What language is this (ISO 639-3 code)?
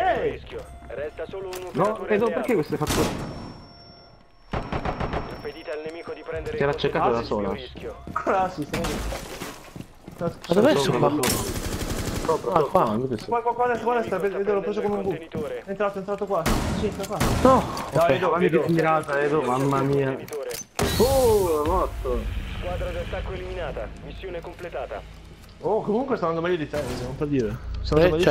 ita